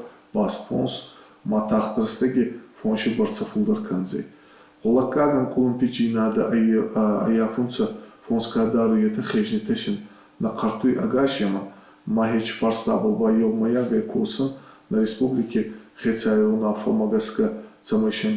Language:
Ossetic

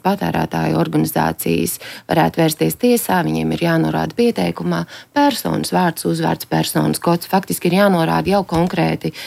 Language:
Latvian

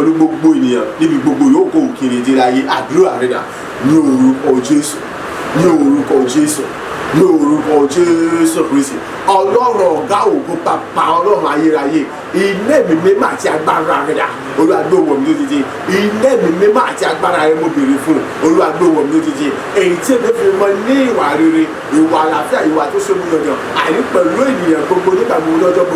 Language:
Yoruba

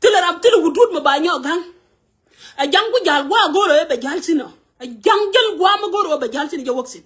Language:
Nuer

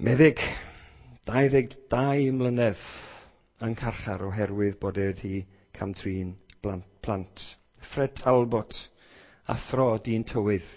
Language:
Welsh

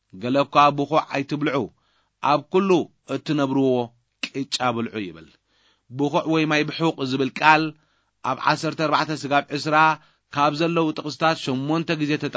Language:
Tigrinya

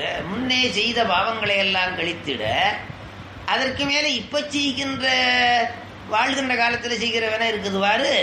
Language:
Tamil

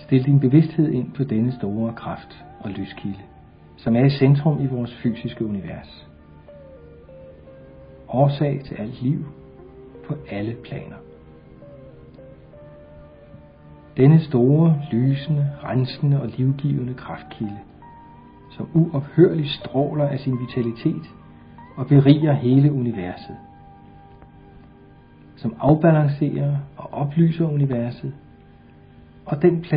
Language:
Danish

